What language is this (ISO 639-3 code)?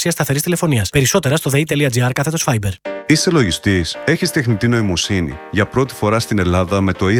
ell